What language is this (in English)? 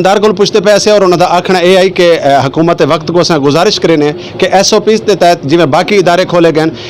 Saraiki